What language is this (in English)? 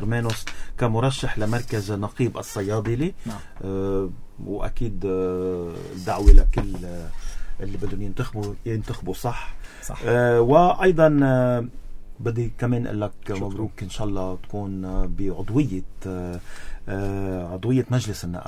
North Levantine Arabic